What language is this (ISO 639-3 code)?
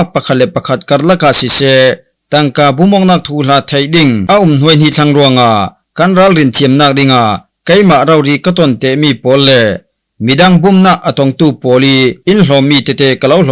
cfm